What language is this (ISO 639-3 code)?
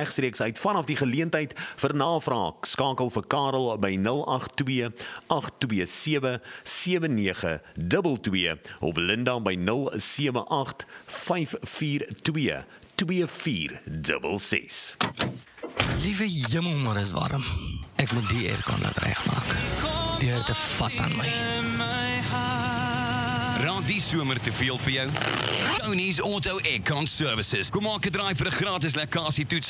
afr